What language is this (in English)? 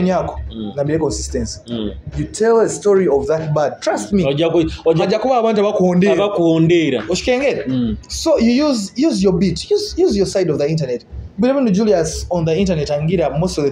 Nyoro